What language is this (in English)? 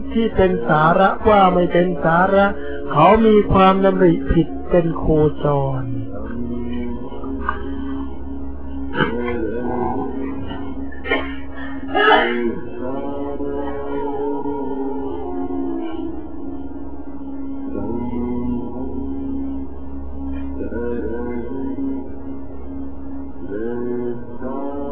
Thai